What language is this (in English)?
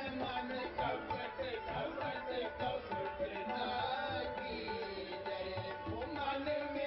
Punjabi